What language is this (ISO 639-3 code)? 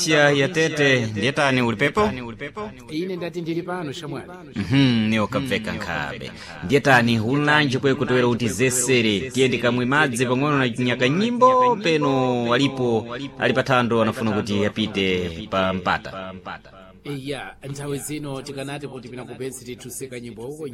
seh